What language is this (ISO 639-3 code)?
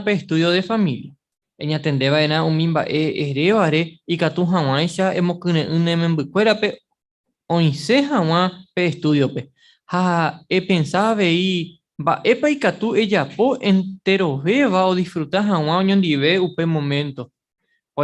grn